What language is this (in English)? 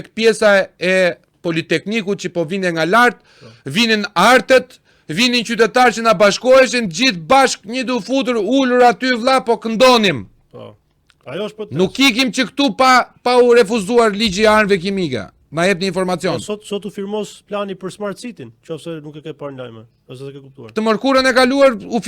Albanian